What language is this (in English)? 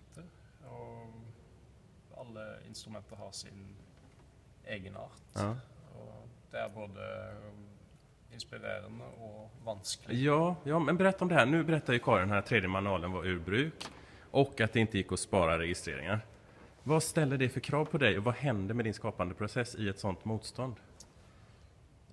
Swedish